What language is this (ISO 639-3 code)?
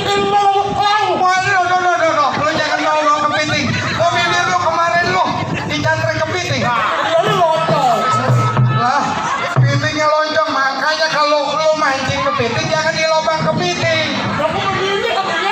bew